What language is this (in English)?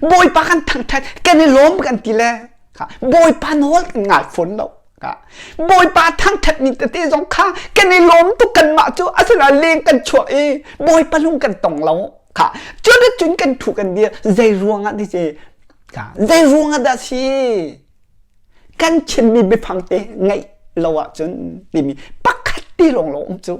Hakha Chin